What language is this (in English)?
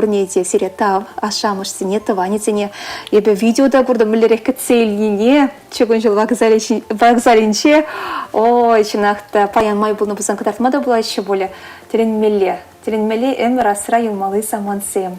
Chuvash